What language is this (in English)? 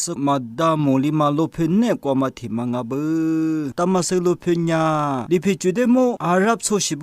Lisu